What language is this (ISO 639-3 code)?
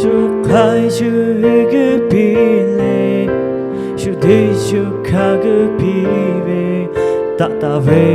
lhu